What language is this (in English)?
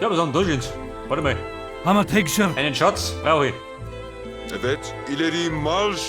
Bavarian